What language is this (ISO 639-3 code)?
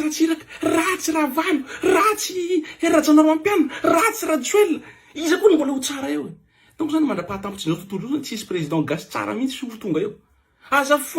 mlg